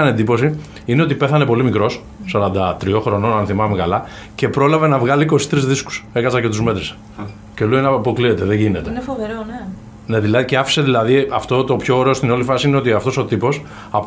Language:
Greek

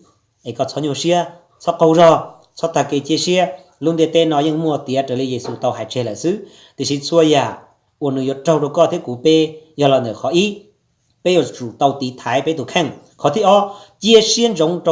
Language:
Hmong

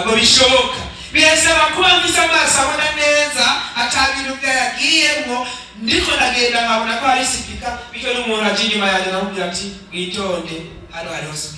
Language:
Rundi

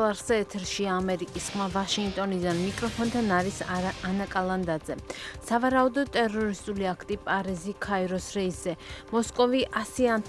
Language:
Georgian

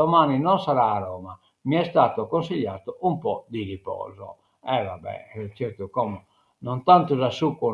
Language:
Sardinian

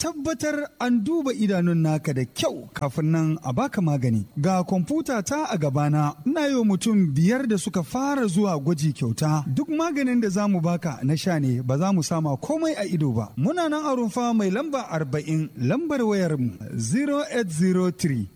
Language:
Hausa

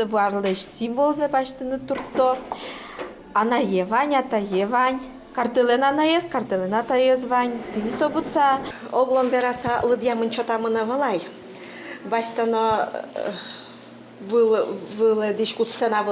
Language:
Udmurt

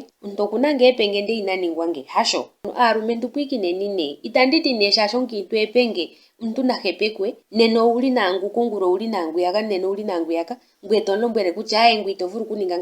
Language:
Ndonga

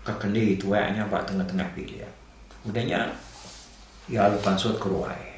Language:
Iban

